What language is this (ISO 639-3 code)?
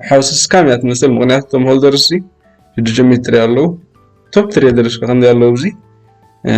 tir